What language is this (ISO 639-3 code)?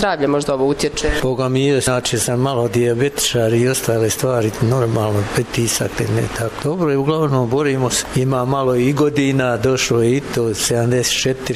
hrv